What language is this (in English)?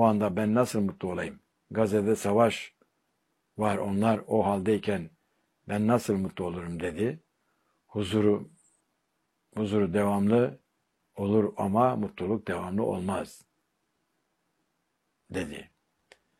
Turkish